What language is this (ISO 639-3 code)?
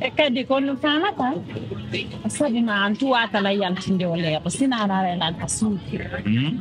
fuf